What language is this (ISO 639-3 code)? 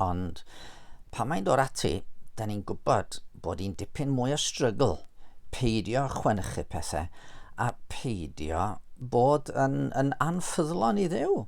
cym